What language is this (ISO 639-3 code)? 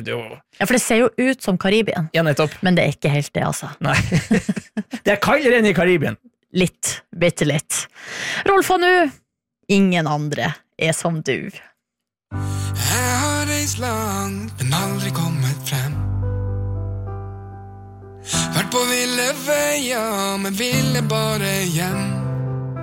nor